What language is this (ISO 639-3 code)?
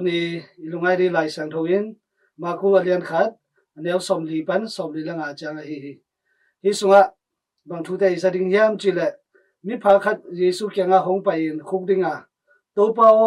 ctd